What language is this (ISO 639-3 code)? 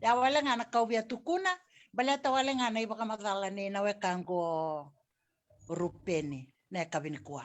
fij